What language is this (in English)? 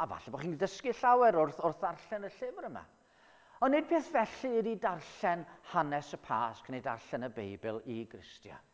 Welsh